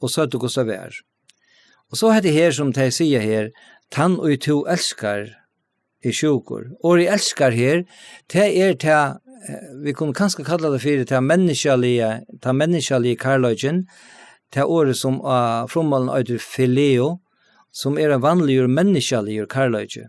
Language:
Faroese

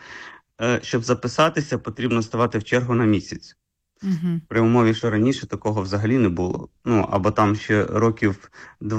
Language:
Ukrainian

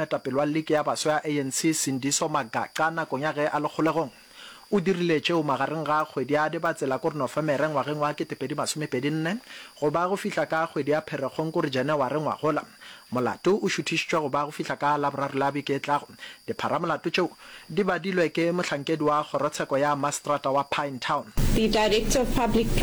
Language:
Northern Sotho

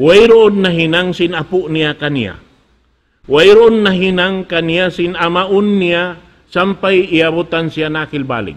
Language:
Tausug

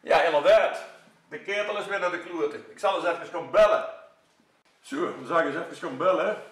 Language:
Limburgish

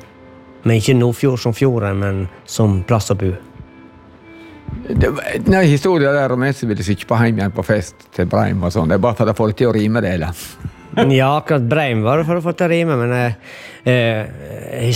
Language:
Norwegian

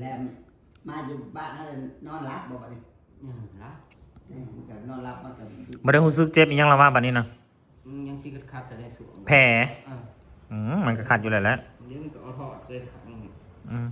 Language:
Northeastern Thai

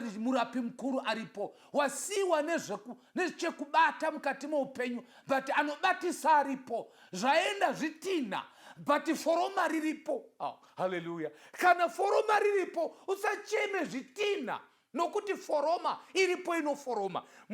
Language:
Shona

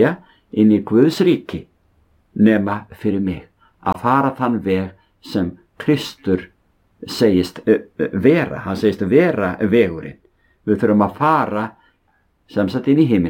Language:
Icelandic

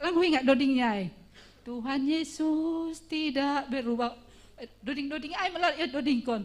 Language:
Batak Simalungun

